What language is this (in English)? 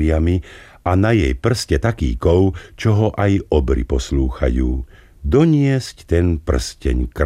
Slovak